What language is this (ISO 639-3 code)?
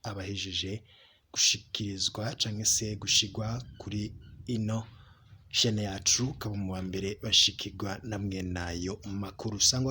run